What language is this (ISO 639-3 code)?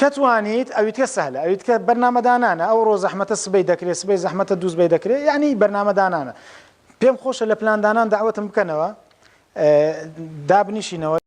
ckb